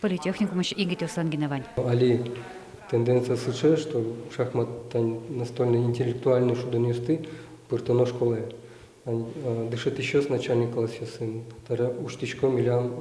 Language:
Udmurt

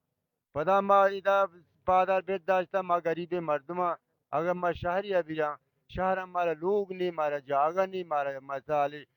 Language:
Baluchi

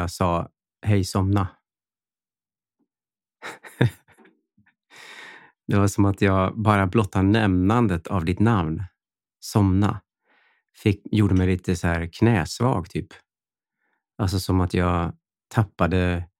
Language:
Swedish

